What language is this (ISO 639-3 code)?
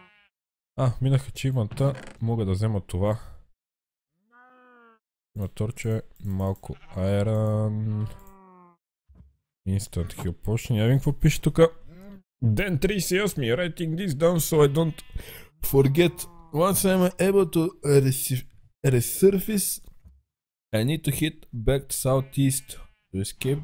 bul